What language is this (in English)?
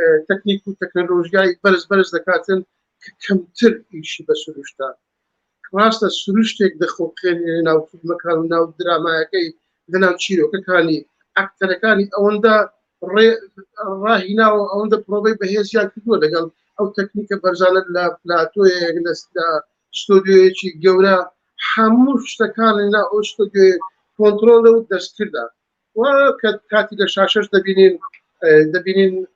Central Kurdish